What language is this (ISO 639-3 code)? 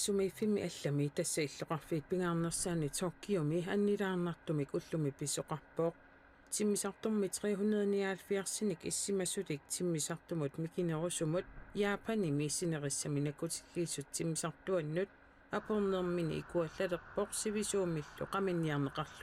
kal